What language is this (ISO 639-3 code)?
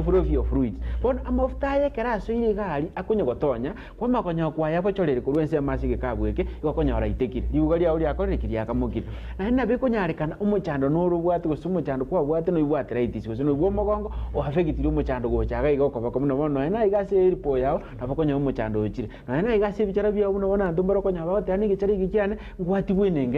guz